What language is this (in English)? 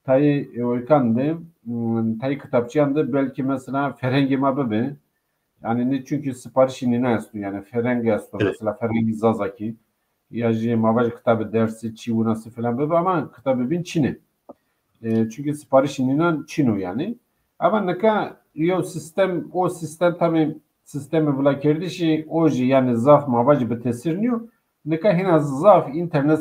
Zaza